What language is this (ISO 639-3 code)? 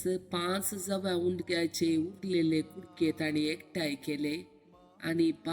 kok